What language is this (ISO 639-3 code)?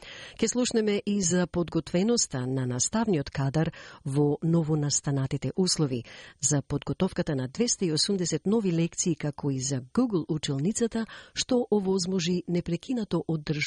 mkd